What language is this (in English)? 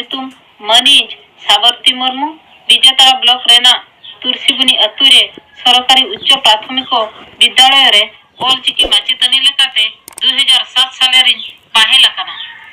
Santali